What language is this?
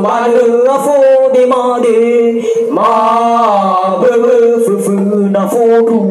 Nias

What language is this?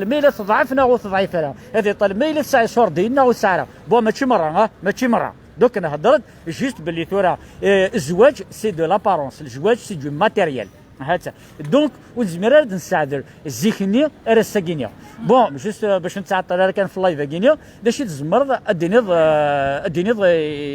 Kabyle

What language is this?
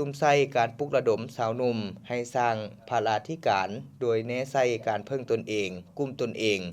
Lao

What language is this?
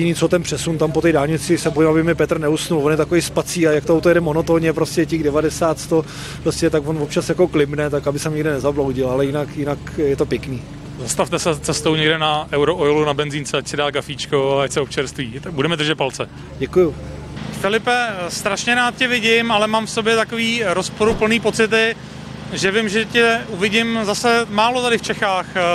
Czech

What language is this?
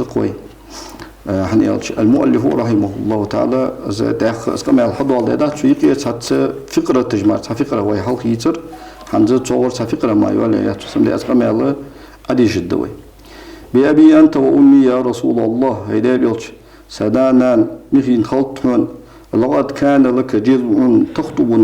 Ingush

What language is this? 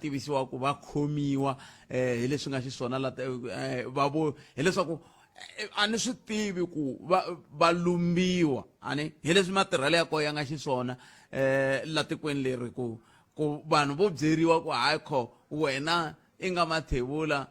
Tsonga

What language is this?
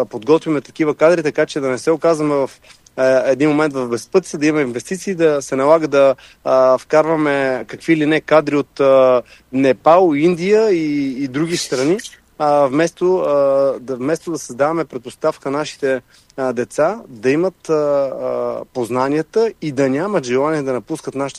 Bulgarian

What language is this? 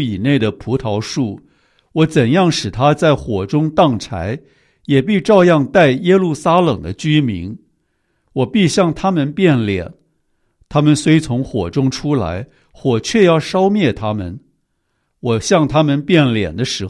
Chinese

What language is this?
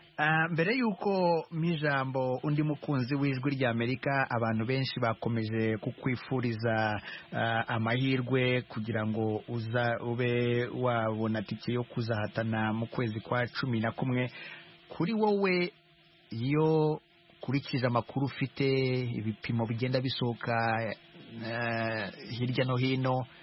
Kinyarwanda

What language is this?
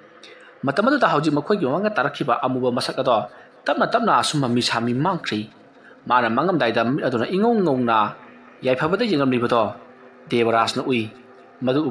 Manipuri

